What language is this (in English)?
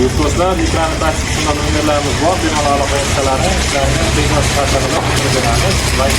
Uzbek